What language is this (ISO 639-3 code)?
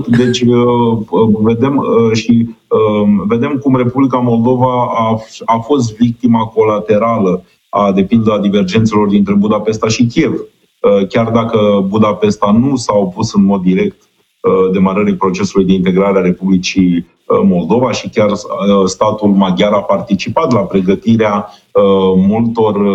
ron